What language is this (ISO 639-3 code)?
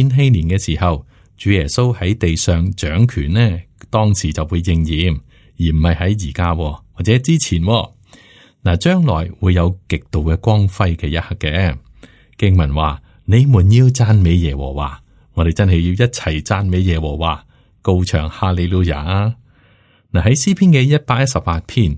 yue